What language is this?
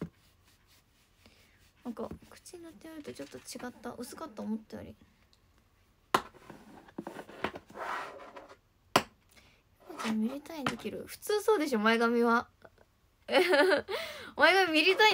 Japanese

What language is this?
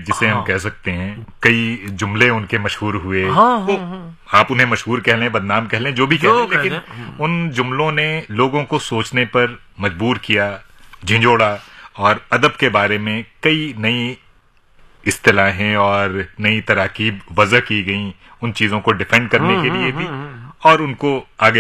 Urdu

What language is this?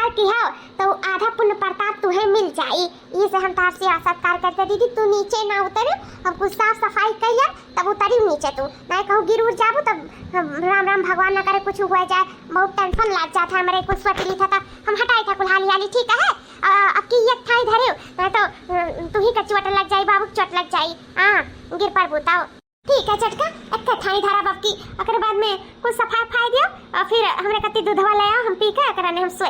Awadhi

